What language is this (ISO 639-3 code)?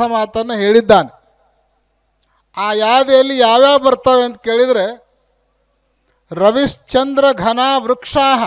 kan